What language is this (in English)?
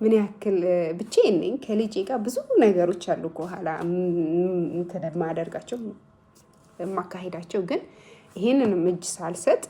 Amharic